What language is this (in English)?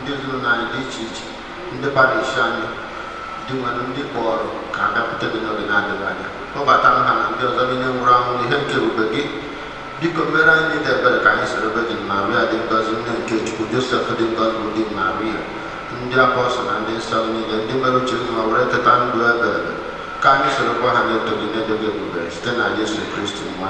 Igbo